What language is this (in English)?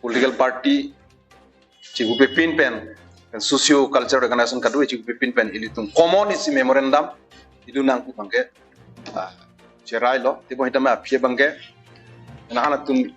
Karbi